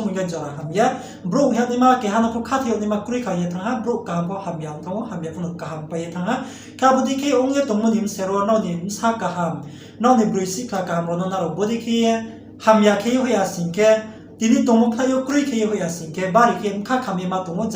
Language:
Riang (India)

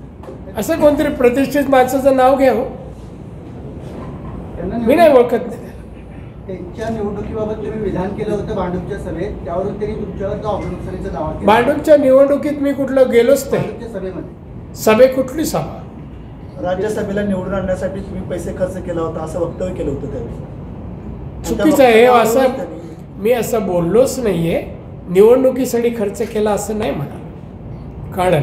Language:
Marathi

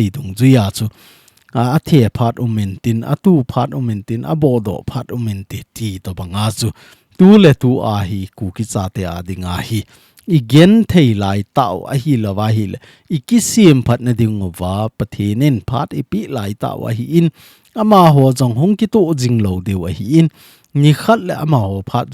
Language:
Thado Chin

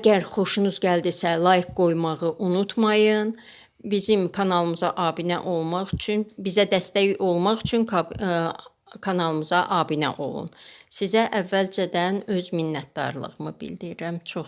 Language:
Azerbaijani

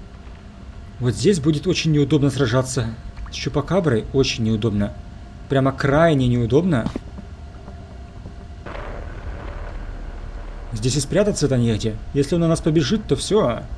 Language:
Russian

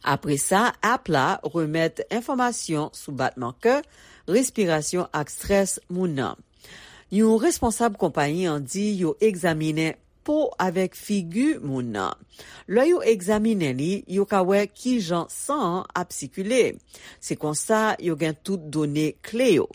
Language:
Haitian Creole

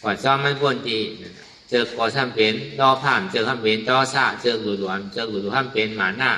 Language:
Shan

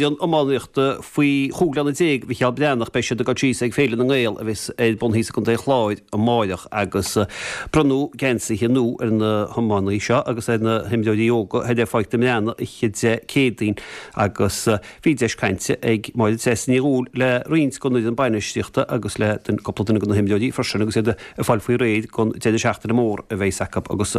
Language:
Irish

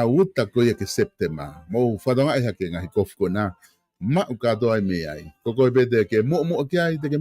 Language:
Tongan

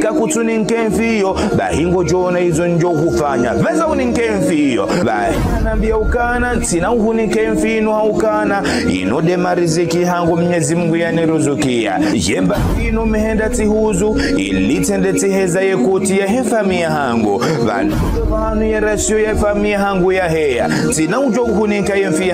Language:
Ngazidja Comorian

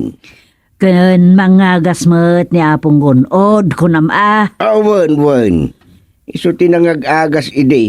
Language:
Iloko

